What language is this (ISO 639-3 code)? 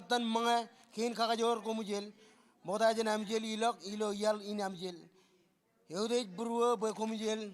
mah